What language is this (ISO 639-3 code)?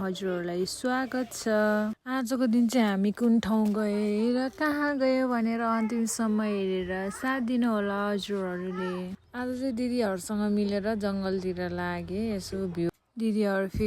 nep